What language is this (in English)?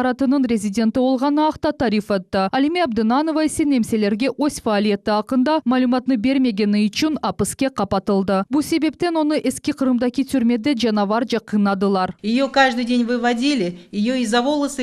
Crimean Tatar